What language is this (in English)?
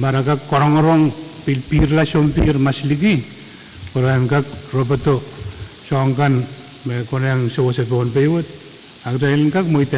Pohnpeian